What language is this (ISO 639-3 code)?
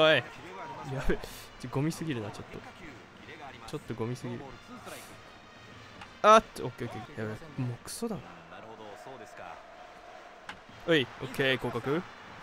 jpn